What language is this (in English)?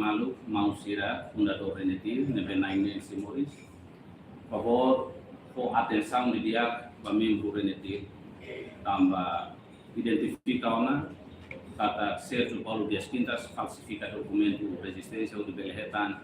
Tetum